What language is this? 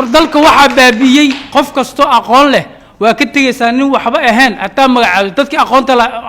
Somali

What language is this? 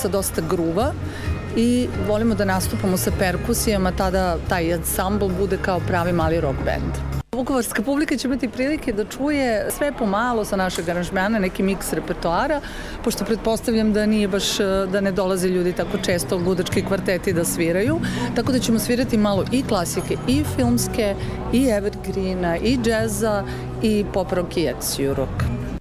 Serbian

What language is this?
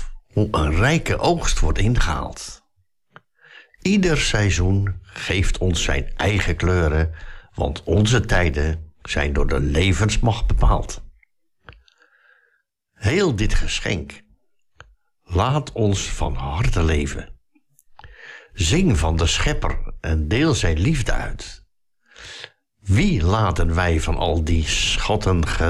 Dutch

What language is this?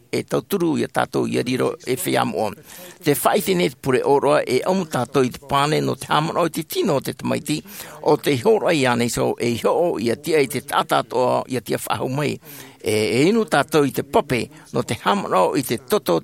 Tahitian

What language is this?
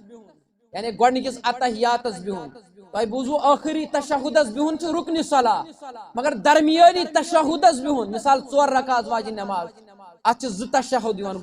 Kashmiri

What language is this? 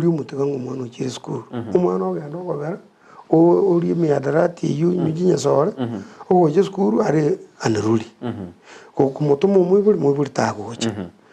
Gusii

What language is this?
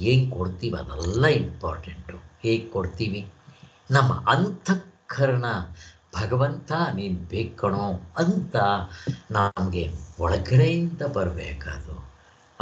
Kannada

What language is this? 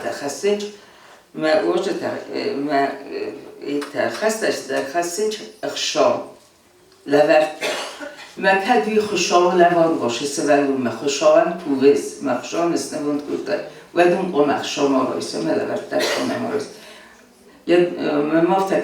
Ossetic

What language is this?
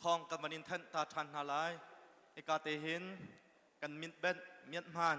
Hakha Chin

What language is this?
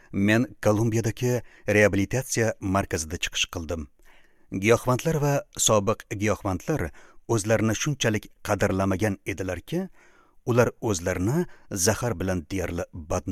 Uzbek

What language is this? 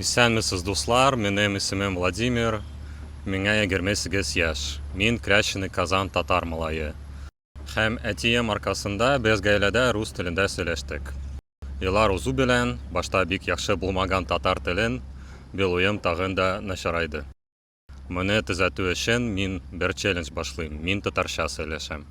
Tatar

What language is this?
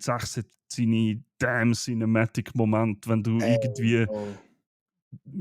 Swiss German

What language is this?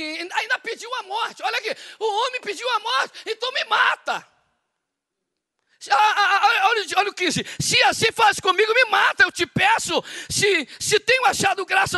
Portuguese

